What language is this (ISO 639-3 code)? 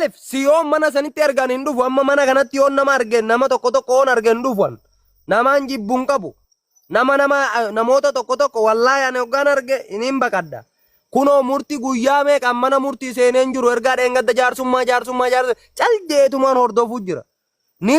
orm